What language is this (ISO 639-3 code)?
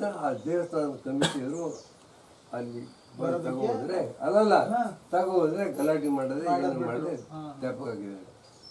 kan